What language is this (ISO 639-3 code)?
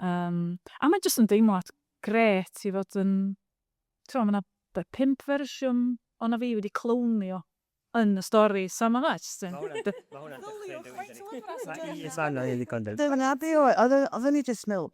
cym